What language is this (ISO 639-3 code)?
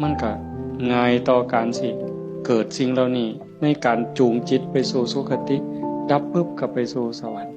tts